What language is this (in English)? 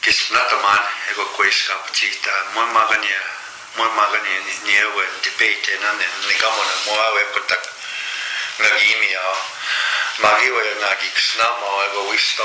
Plains Cree